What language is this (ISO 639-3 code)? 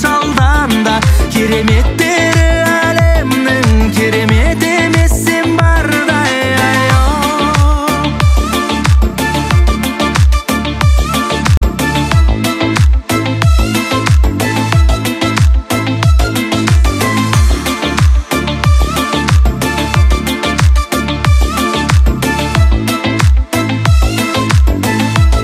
kaz